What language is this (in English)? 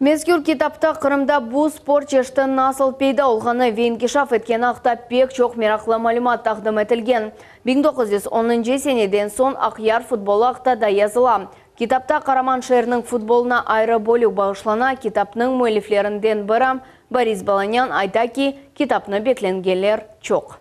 Crimean Tatar